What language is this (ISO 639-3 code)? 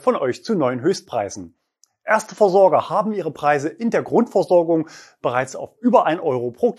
deu